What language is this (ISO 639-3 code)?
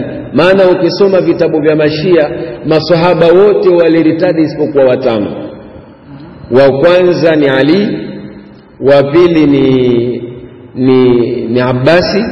swa